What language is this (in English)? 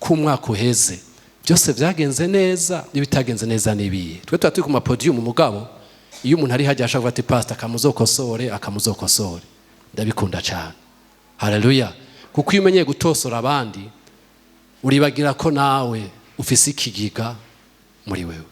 Rundi